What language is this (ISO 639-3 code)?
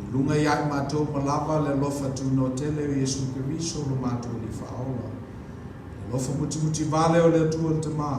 smo